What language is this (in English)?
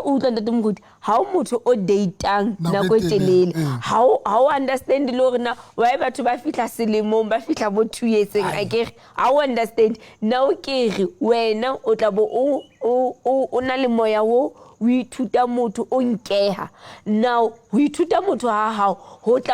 Southern Sotho